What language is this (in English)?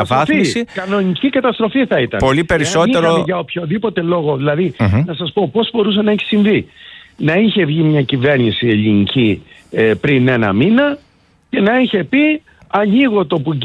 Greek